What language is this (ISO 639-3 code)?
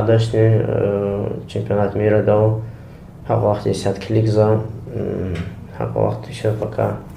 lez